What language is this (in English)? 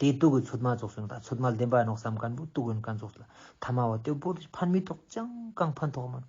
Ladakhi